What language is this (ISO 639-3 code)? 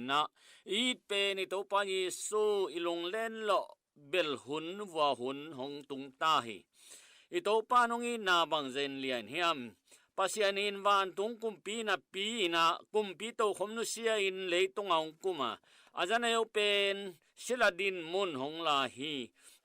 ctd